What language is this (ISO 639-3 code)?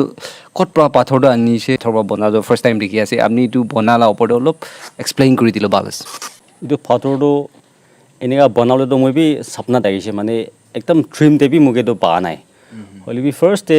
nag